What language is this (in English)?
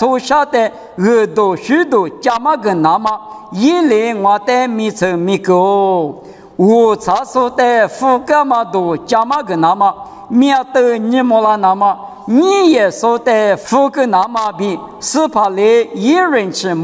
Lisu